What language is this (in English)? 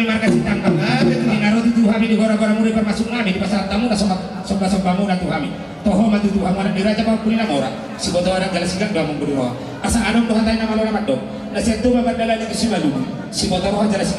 Batak Toba